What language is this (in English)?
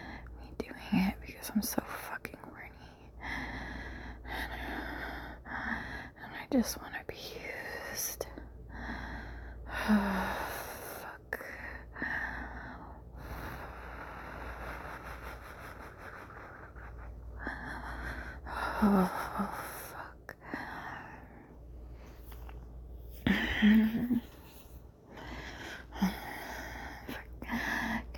English